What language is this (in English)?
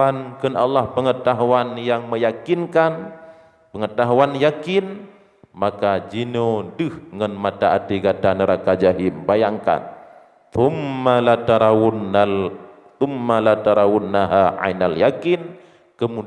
Achinese